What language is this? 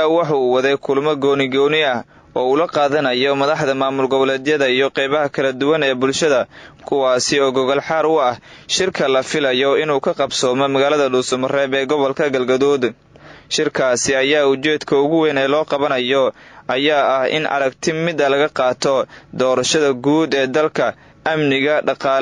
Somali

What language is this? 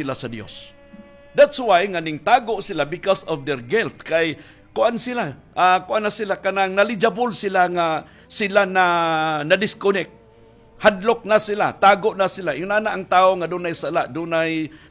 Cebuano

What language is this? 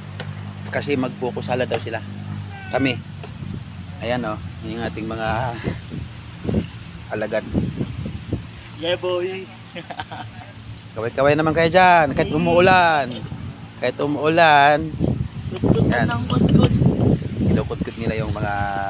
Filipino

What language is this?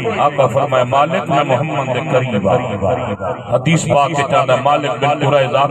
Saraiki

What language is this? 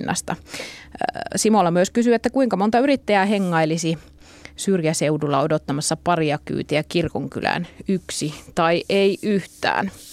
Finnish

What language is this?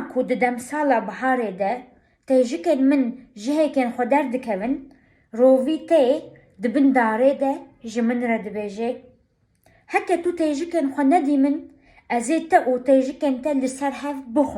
Kurdish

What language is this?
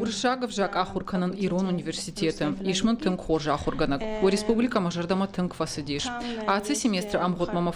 Ossetic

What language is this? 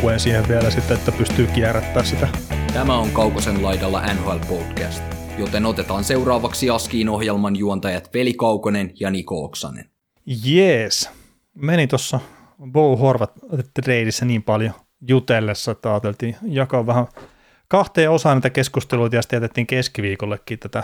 Finnish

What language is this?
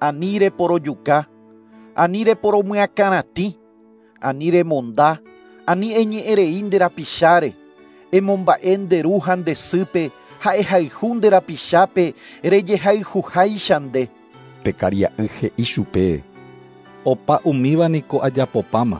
Guarani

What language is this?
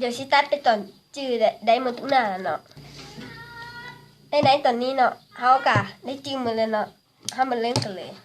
Lao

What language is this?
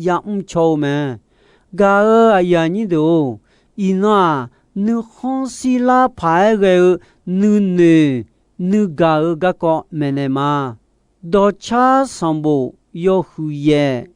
Akha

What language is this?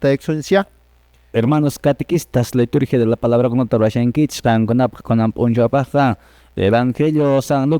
Quechua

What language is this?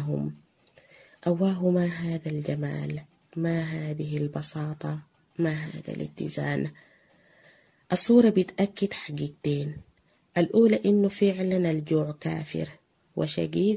Sudanese Arabic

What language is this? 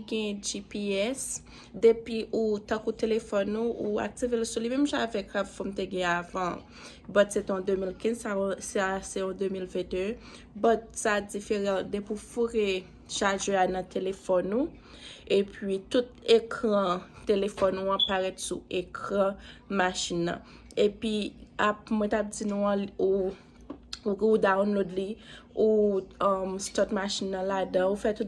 Haitian Creole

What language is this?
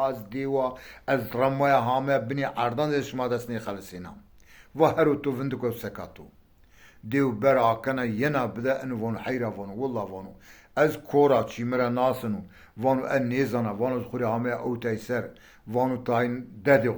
Zaza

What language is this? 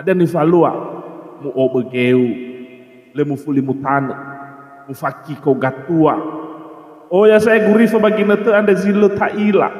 Nias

